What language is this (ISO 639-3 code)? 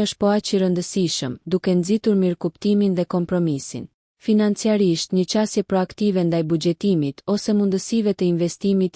sqi